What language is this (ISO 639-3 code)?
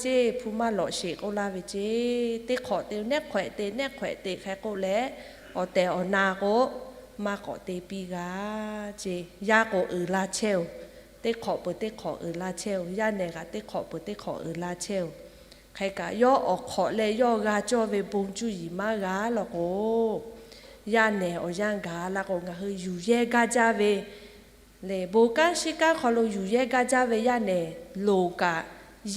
lhu